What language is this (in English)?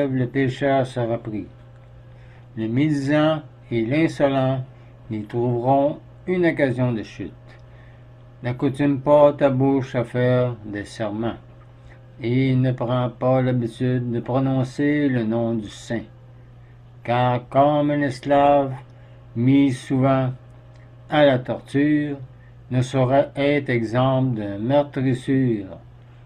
French